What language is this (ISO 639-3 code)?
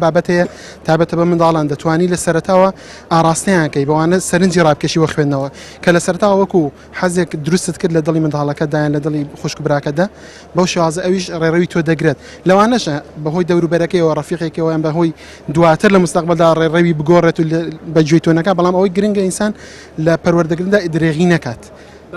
ckb